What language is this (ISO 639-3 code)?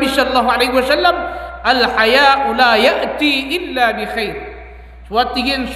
mrw